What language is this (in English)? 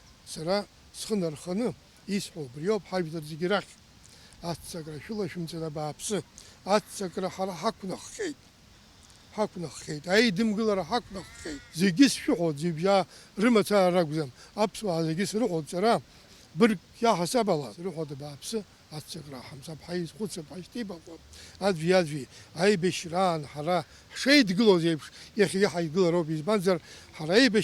Abkhazian